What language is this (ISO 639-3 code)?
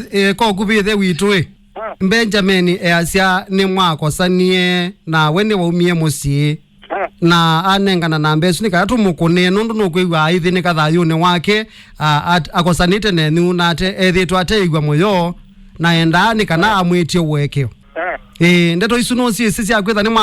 kam